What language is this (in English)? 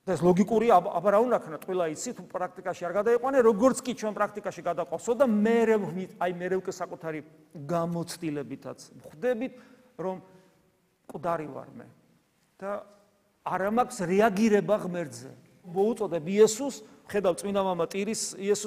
Georgian